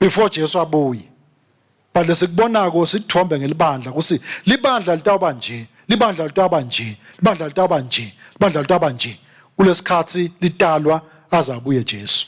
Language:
Swati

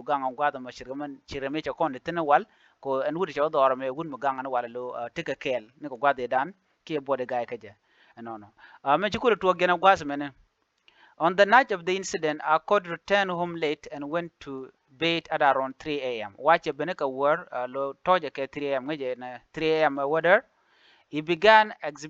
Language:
Nuer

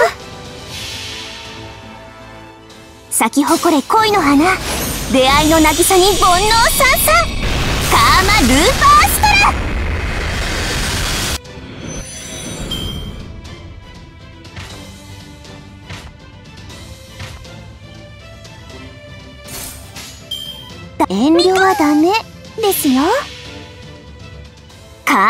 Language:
Japanese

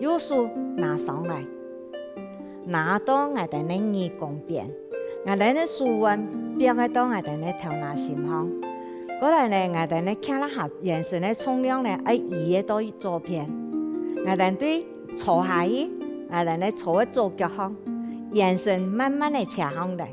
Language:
Hakka Chinese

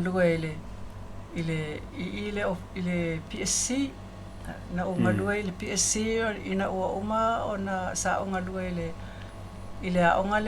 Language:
Samoan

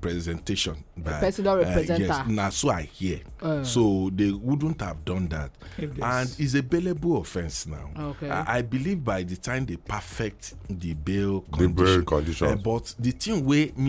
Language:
Nigerian Pidgin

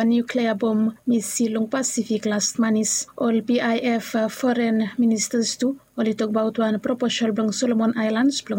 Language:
Bislama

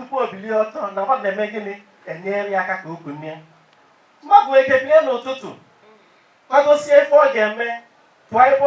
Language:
Igbo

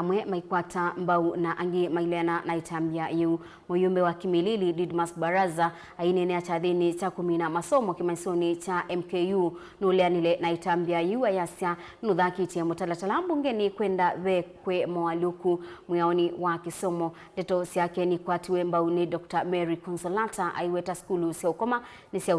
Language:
Kamba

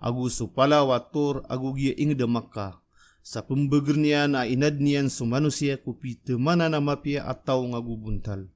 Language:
Maranao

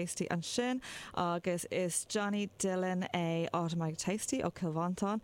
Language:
Irish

